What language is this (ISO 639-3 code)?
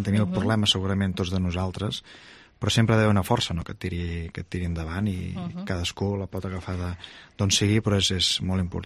cat